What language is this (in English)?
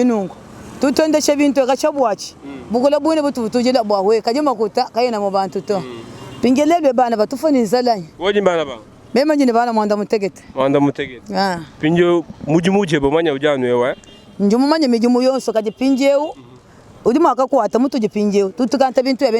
Luba-Lulua